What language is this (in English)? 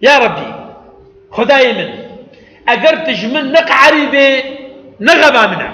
Kurdish